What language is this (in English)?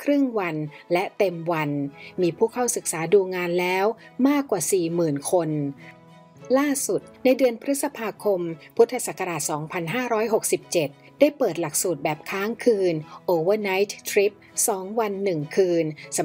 Thai